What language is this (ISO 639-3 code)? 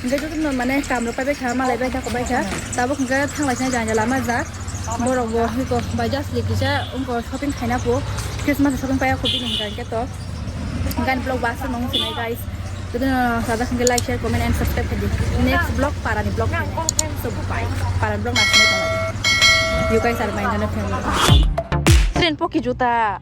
trp